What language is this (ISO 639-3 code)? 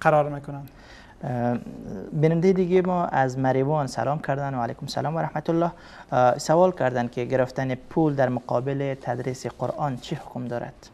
fas